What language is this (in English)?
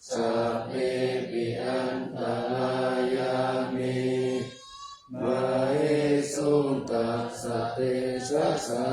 Pali